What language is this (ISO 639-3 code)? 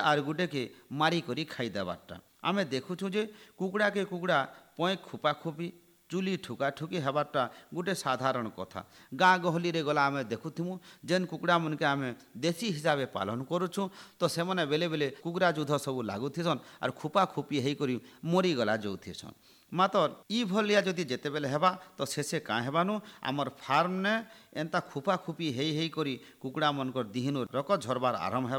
ori